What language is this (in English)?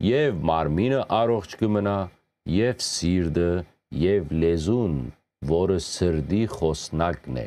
Western Armenian